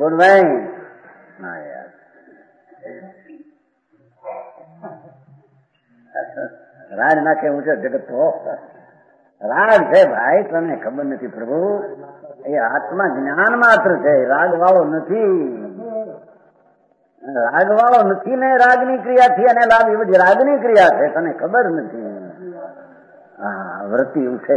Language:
Gujarati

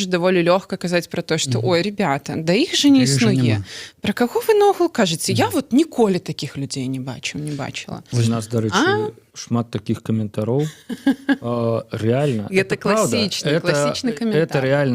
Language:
Belarusian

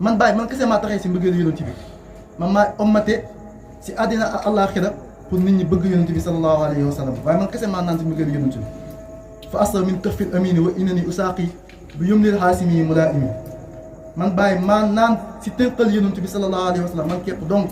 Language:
Wolof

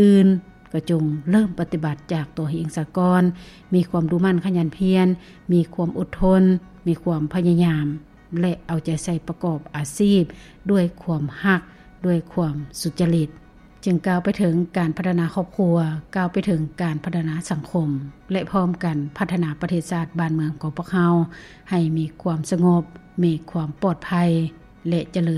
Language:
Lao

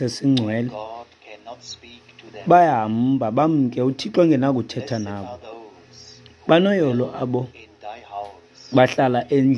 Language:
Xhosa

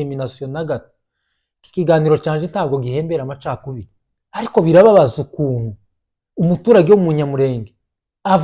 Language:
Kinyarwanda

